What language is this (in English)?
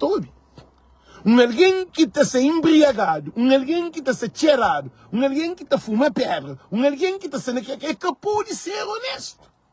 Kabuverdianu